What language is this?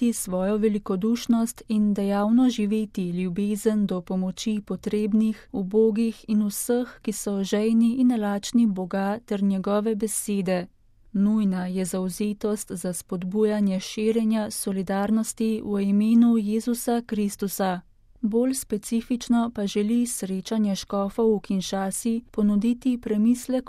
Slovenian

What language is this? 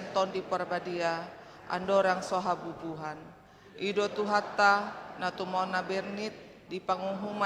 Batak Toba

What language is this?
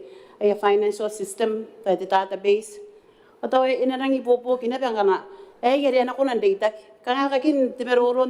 Gilbertese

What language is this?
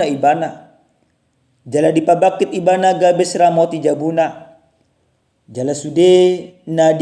Batak Toba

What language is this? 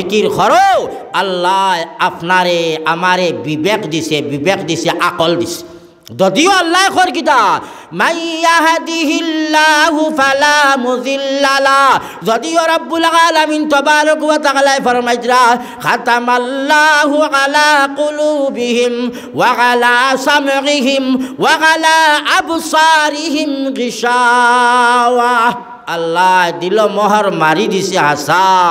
Sylheti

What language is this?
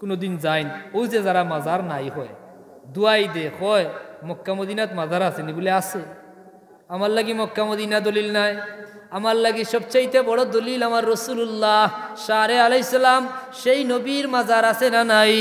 Sylheti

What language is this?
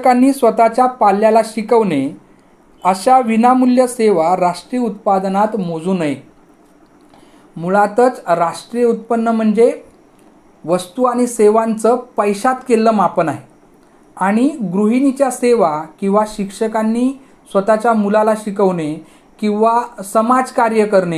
Marathi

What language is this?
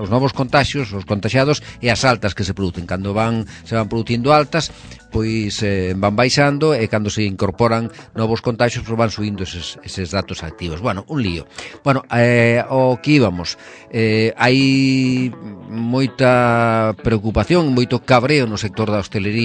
Galician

